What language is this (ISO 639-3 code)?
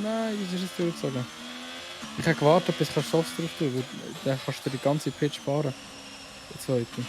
gsw